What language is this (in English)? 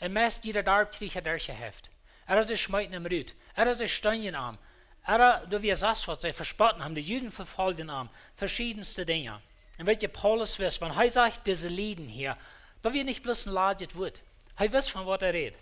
Plautdietsch